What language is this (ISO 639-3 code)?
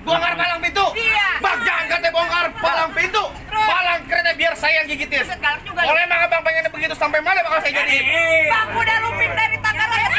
bew